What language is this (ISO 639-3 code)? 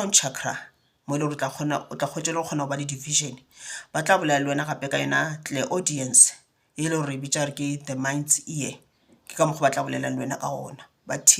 nso